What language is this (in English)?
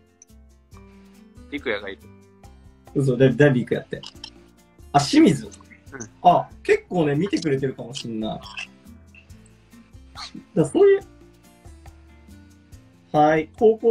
Japanese